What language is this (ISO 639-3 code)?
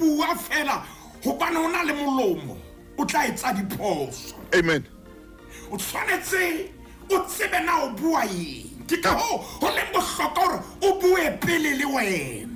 sot